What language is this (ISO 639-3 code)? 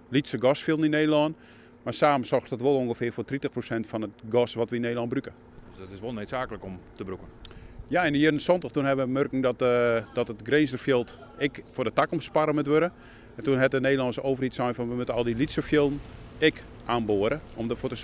fry